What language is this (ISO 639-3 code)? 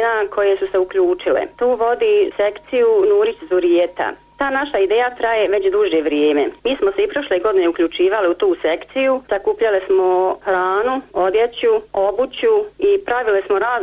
bos